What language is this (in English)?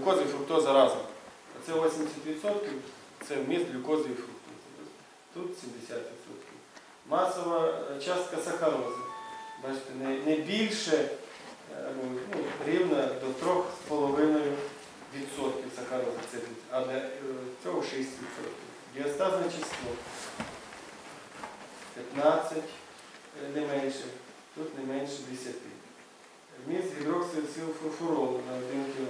Ukrainian